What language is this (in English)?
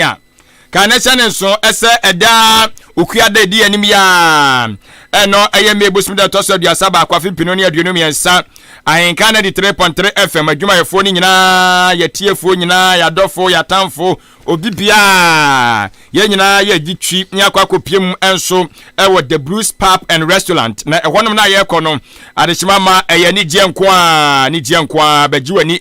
Akan